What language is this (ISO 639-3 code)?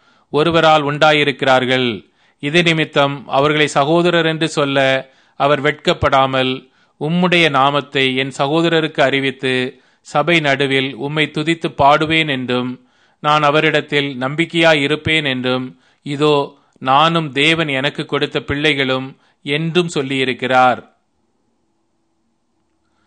tam